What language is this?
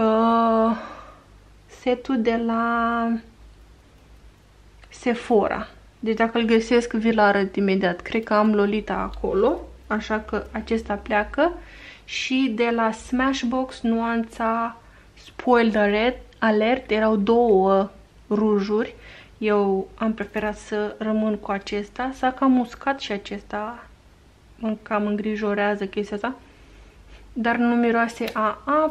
Romanian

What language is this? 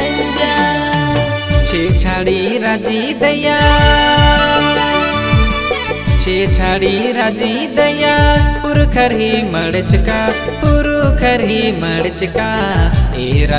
Kurukh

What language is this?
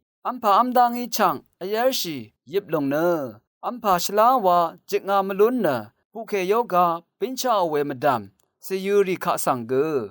Rawang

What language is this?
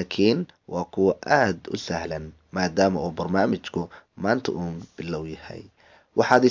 Somali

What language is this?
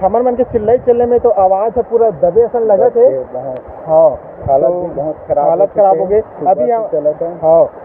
Chhattisgarhi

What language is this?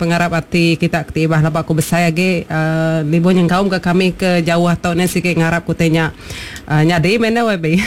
Iban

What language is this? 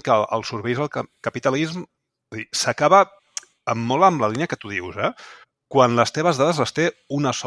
Catalan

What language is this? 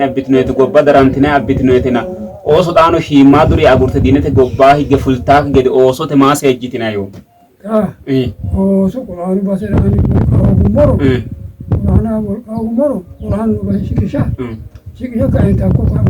Sidamo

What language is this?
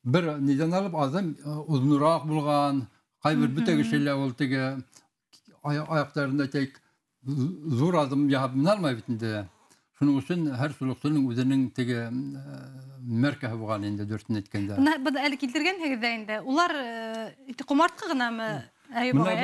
Bashkir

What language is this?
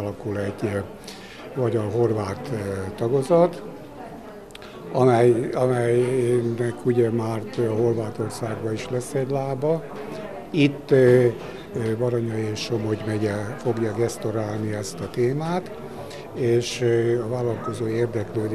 Hungarian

